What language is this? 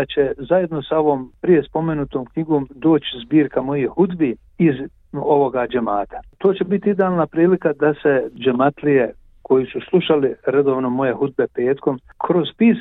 Bosnian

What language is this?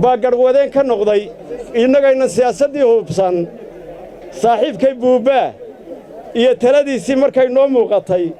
Somali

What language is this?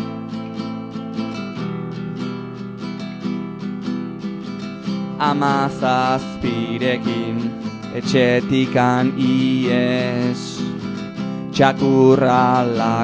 Basque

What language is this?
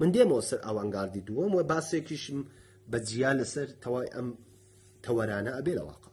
Central Kurdish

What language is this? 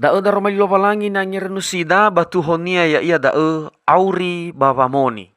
Nias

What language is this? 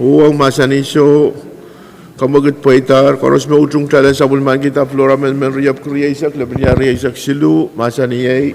Pohnpeian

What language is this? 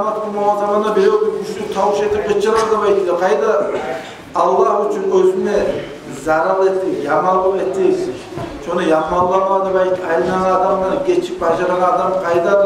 Kumyk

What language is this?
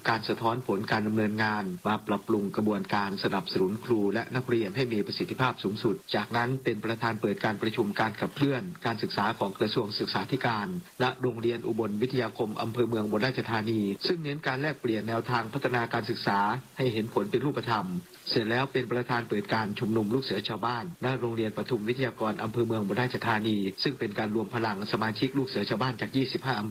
Thai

